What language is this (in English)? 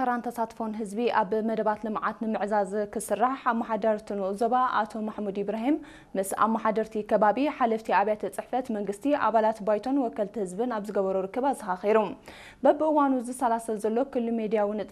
Tigrinya